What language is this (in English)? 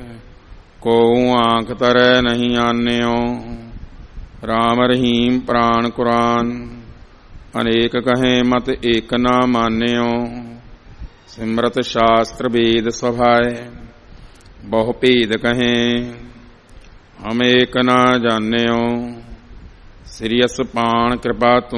Punjabi